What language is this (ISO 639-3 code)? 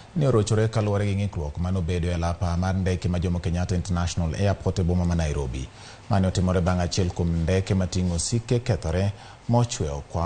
luo